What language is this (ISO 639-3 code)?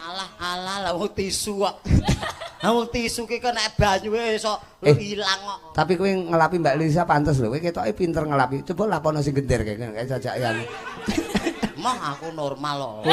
jav